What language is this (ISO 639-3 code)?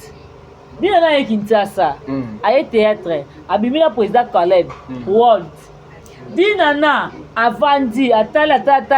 lin